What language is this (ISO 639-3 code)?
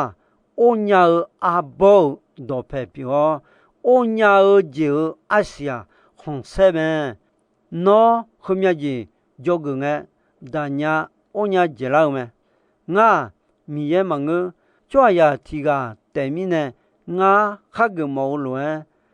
ahk